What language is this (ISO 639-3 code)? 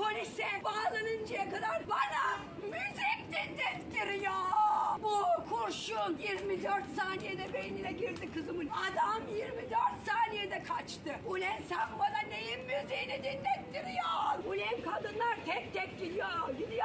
tur